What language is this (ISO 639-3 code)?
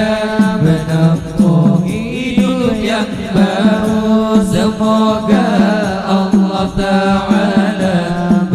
bjn